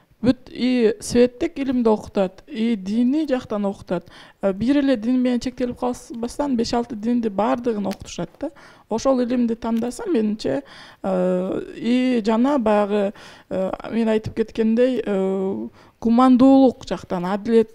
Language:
Kyrgyz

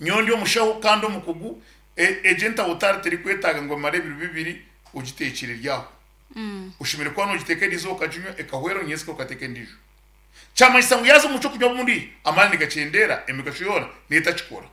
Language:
Nyankole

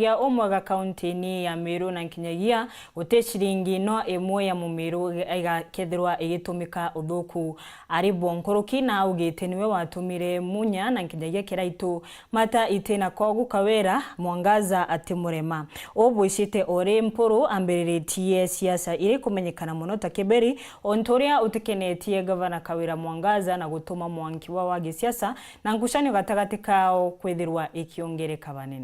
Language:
Meru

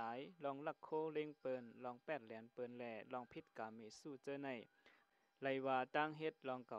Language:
Shan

